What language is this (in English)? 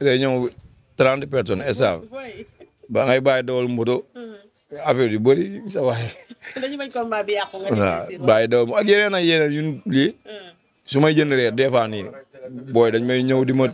Wolof